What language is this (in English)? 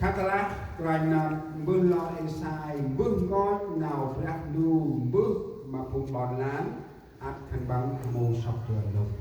Central Mnong